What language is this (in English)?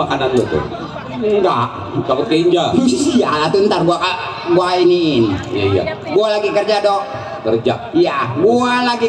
Betawi